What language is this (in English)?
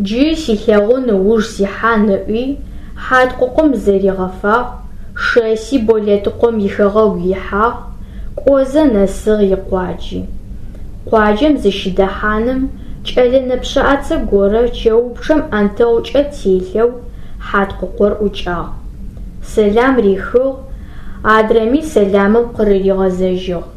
Adyghe